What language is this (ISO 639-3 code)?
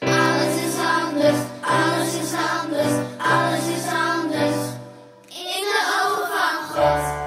fry